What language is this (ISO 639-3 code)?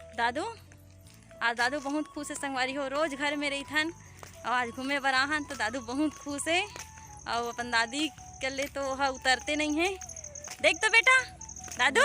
hne